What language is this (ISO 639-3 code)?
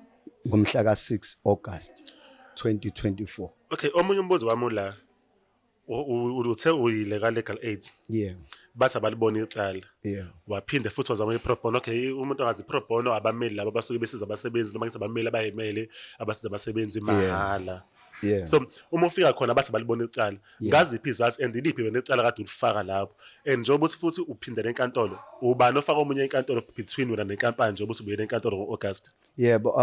zul